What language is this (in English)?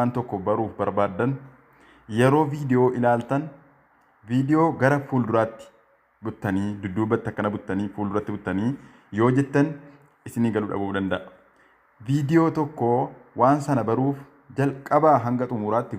Oromo